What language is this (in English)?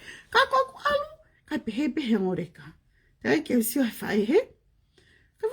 Tongan